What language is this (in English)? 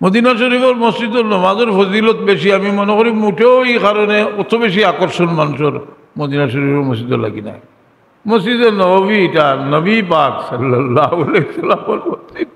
Sylheti